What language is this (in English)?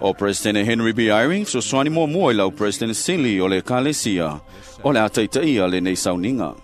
Samoan